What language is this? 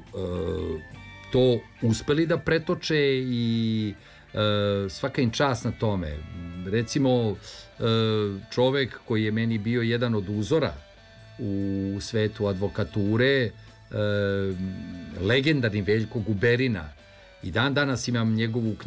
Serbian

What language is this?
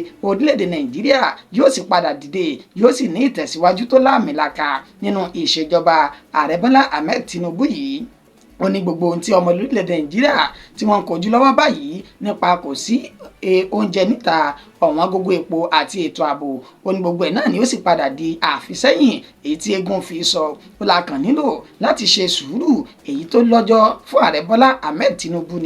Yoruba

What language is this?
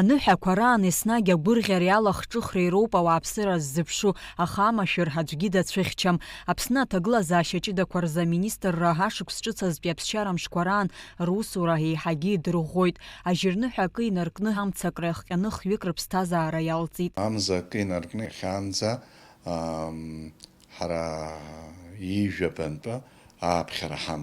Abkhazian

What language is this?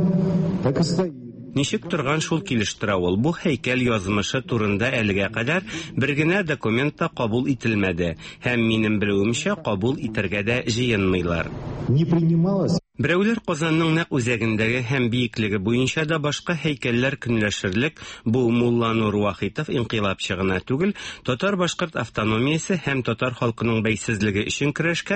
Tatar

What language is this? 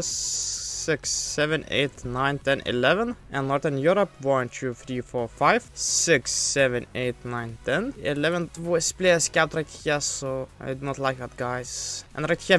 English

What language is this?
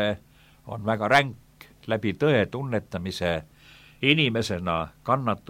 Estonian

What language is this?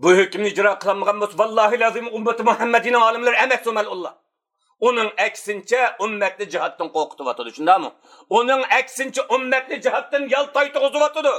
Uyghur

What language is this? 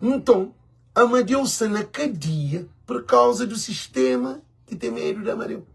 Kabuverdianu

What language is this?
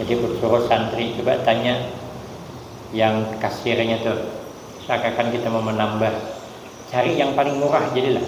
Banjar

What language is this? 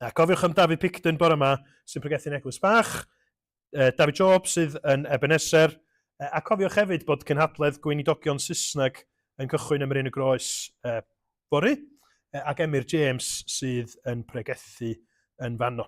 Welsh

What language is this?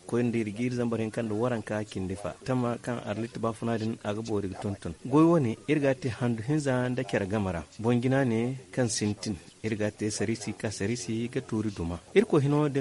Zarma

